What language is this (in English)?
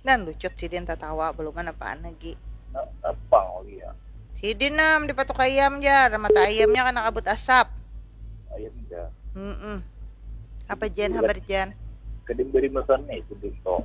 Banjar